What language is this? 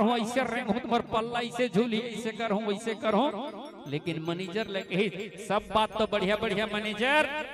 Chhattisgarhi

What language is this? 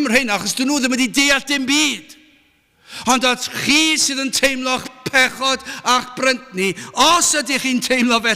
Welsh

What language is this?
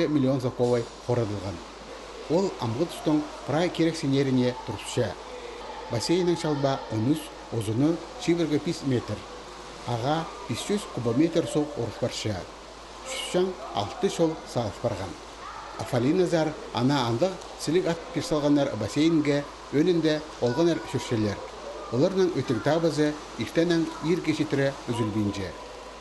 Khakas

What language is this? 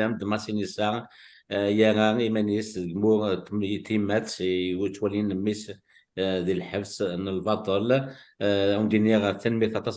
Kabyle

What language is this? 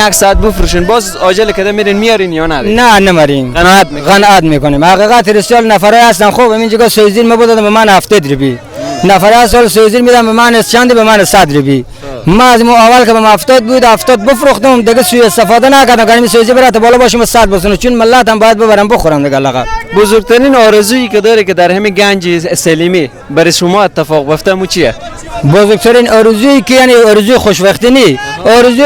Persian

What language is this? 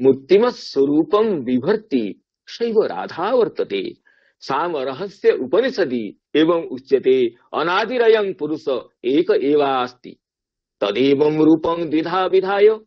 Sanskrit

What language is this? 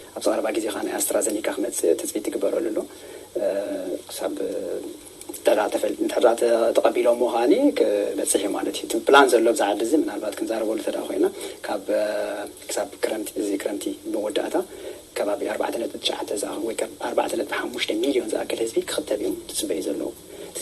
Tigrinya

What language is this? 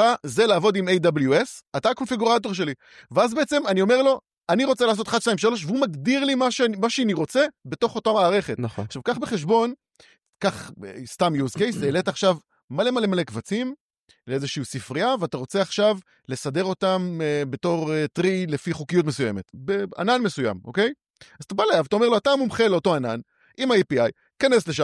Hebrew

